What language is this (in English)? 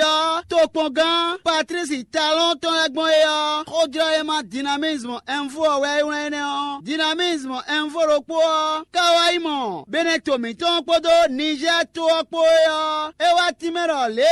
Fon